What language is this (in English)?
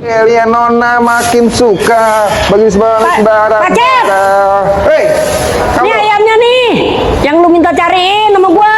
Betawi